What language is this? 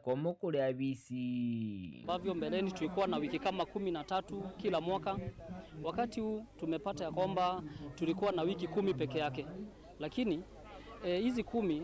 Meru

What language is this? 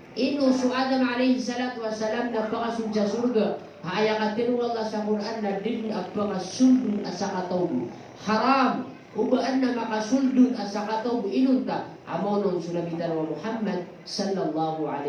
Maranao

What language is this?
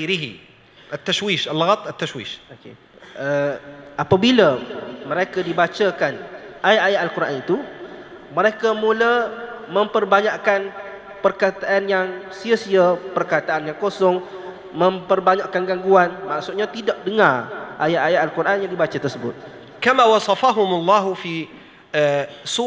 Malay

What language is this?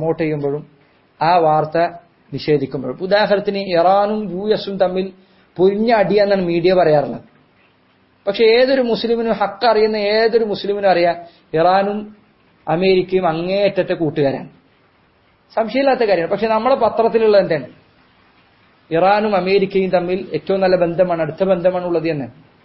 Malayalam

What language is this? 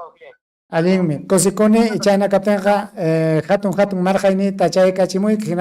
Ayacucho Quechua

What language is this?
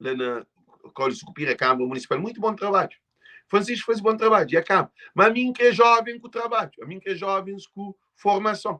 Kabuverdianu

